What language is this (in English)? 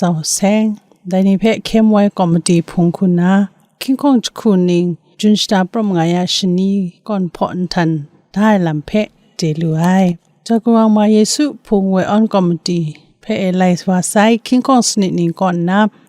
Kachin